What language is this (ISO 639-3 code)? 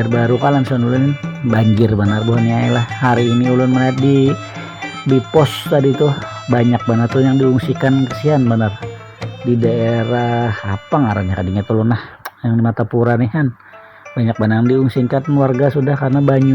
bjn